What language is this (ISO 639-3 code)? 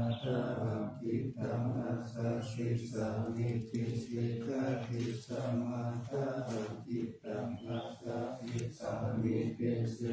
pli